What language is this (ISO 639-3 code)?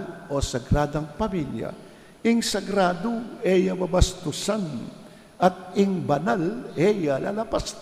pam